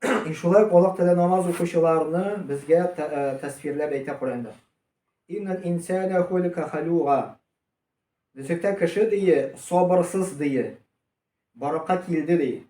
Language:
Tatar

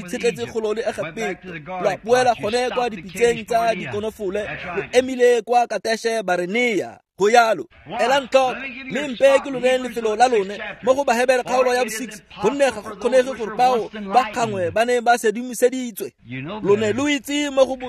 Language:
Tswana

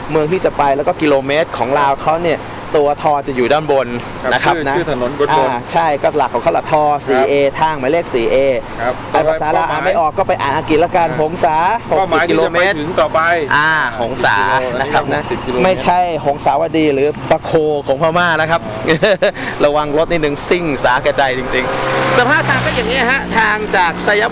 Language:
Thai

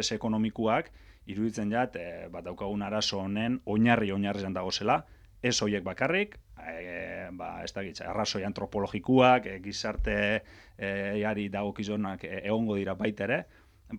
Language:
Basque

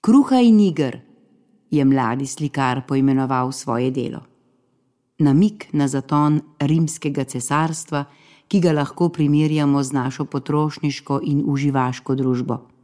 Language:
Slovenian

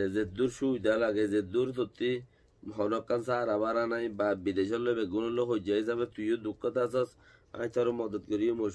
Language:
Rohingya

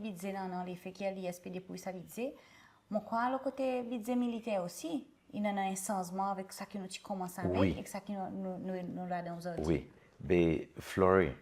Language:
Seselwa Creole French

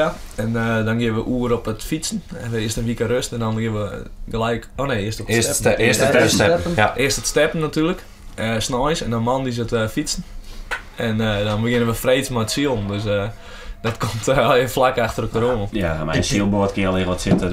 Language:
Western Frisian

